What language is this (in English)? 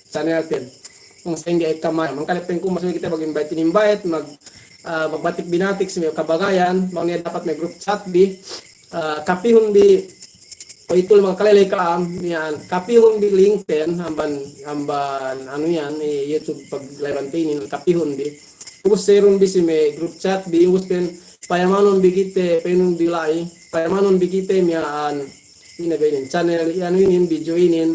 Yakan